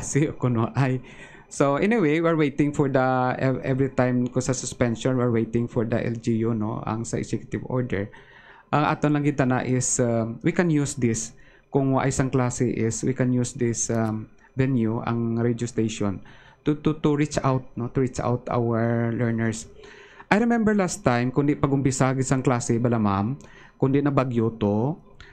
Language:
Hiligaynon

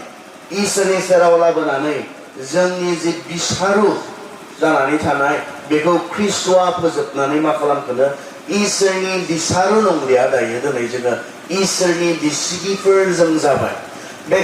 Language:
Bodo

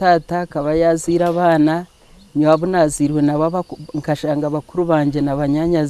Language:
Nyankole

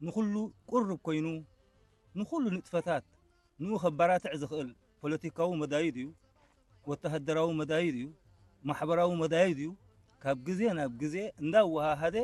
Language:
Tigrinya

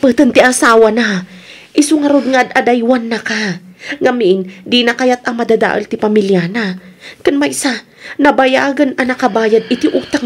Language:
Iloko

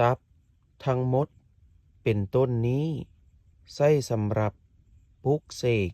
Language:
Lao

